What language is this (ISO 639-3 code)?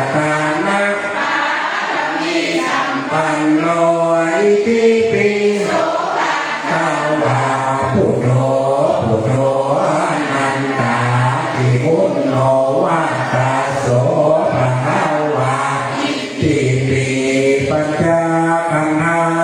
pli